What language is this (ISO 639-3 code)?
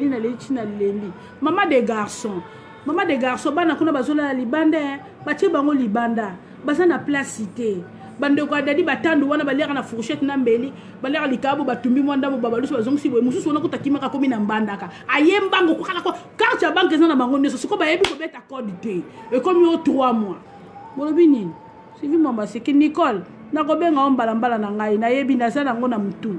lin